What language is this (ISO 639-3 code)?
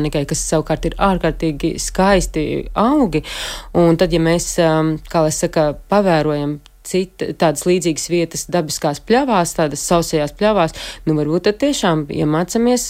lav